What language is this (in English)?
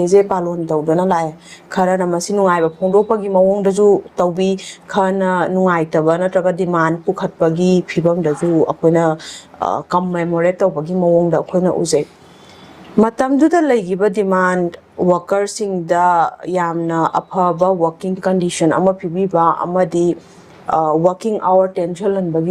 Manipuri